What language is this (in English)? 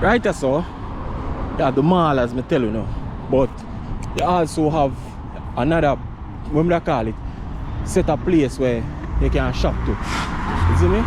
Jamaican Creole English